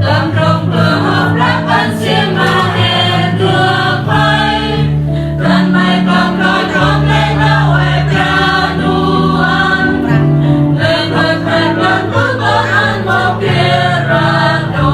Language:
Central Mnong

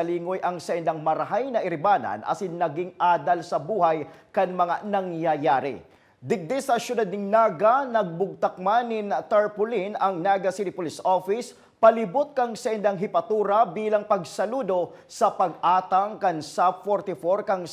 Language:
Bikol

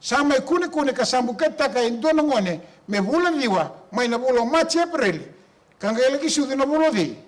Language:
Fijian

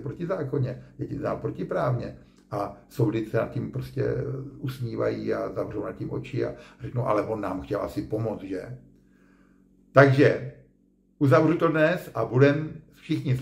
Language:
Czech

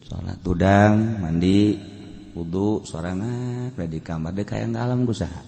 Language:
Sundanese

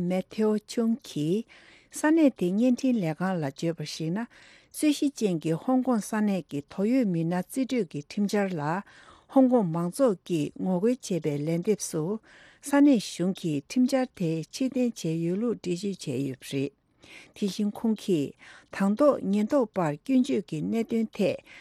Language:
Tibetan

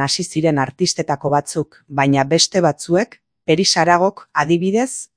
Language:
Basque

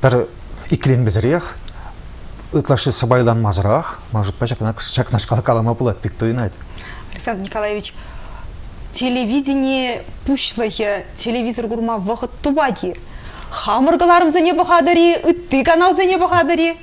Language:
Chuvash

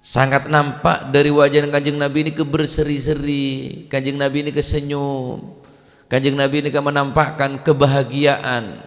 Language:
Madurese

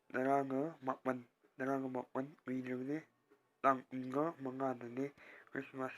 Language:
Manipuri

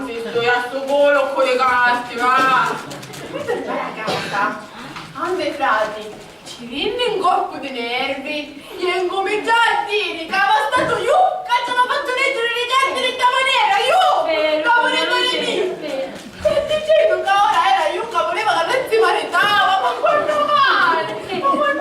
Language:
Sicilian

